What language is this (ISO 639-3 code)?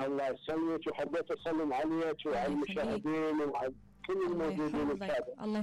acm